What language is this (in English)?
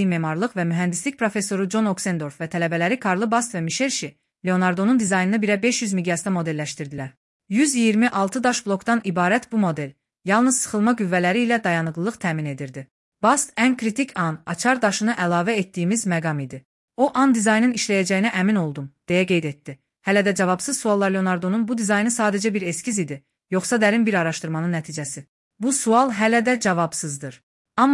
Azerbaijani